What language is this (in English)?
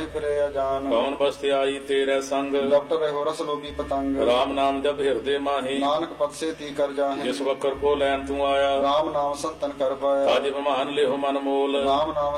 Punjabi